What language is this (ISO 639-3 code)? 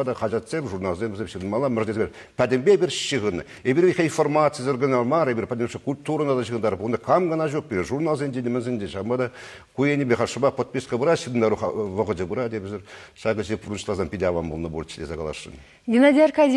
chv